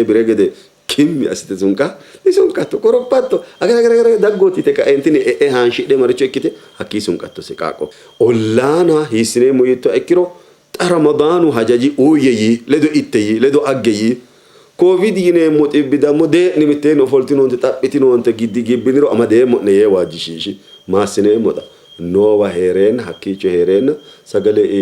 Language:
Sidamo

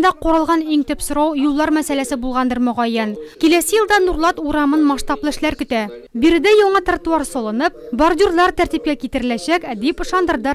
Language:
Tatar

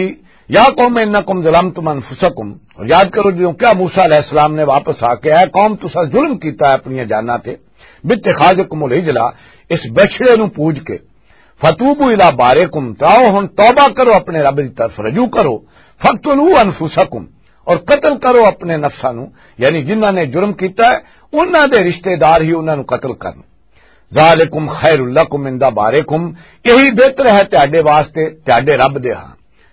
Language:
Western Panjabi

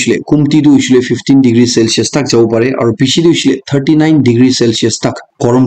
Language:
Naga Pidgin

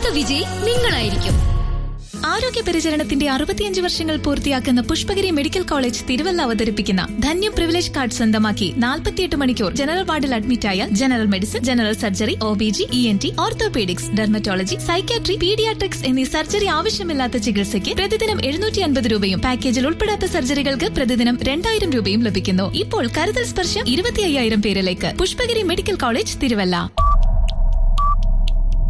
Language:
Malayalam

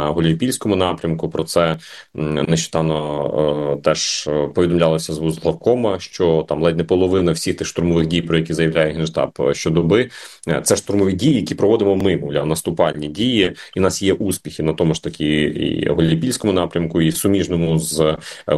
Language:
Ukrainian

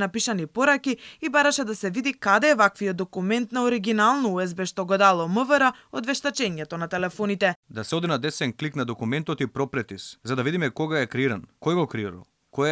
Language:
Macedonian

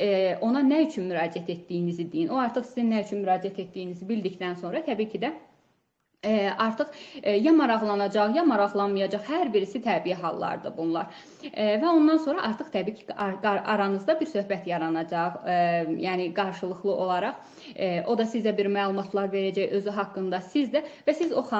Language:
Azerbaijani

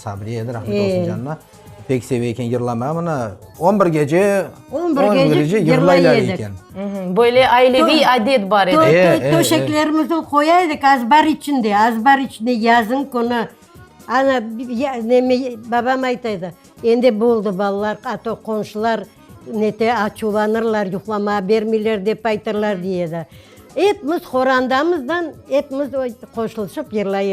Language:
Crimean Tatar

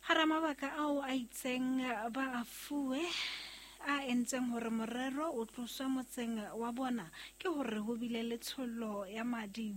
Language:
Southern Sotho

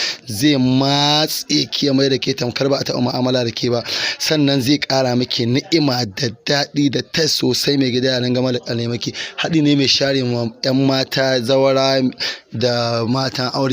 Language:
Hausa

